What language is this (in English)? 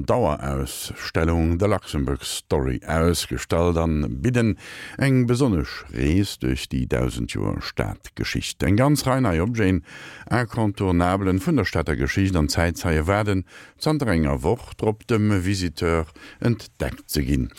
Luxembourgish